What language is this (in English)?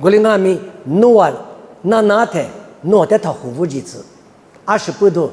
Lisu